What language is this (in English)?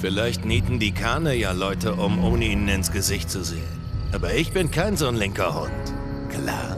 Bavarian